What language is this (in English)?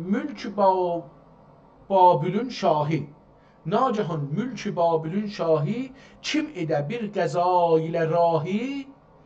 South Azerbaijani